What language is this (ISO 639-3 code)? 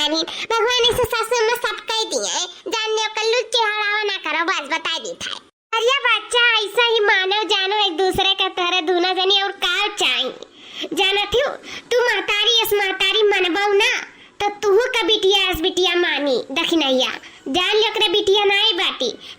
awa